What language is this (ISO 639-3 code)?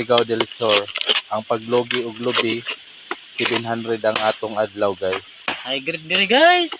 ceb